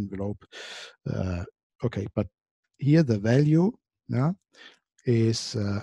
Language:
English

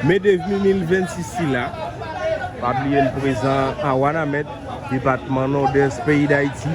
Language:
Haitian Creole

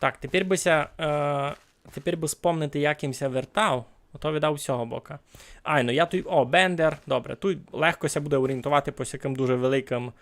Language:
Rusyn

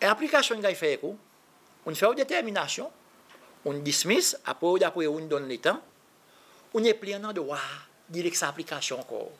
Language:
Seselwa Creole French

